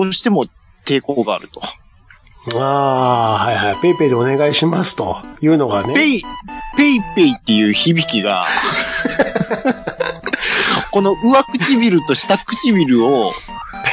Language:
Japanese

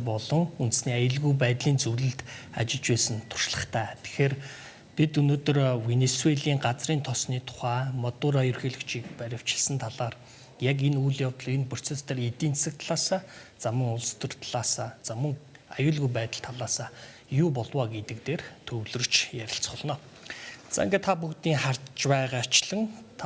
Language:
Mongolian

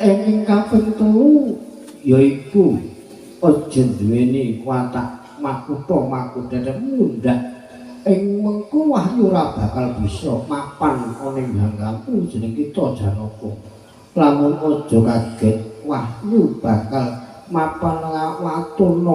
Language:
Javanese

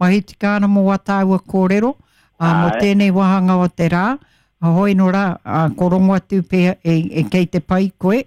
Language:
Māori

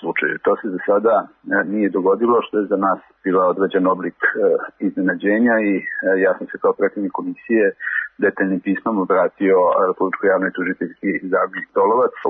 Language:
Serbian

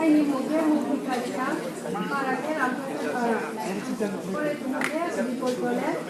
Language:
Riang (India)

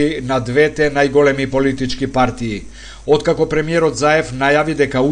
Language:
Macedonian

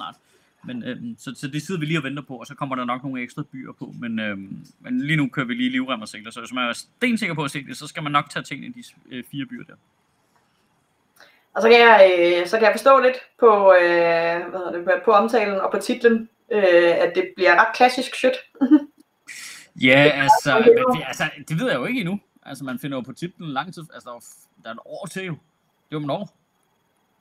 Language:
Danish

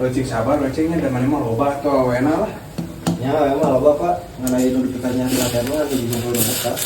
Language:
Sundanese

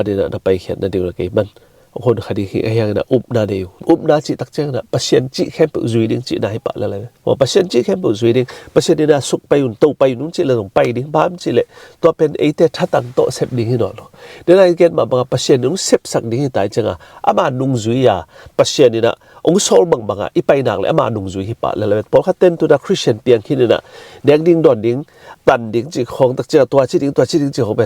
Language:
Tedim Chin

